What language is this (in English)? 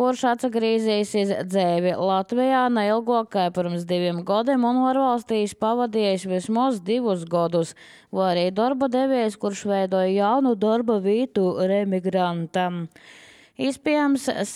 Latvian